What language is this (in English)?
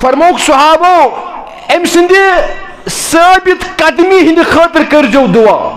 Kashmiri